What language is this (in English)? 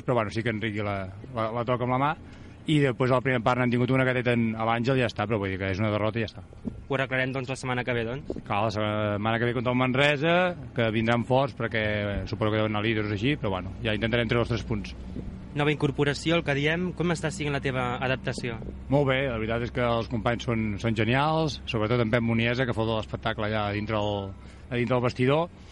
Catalan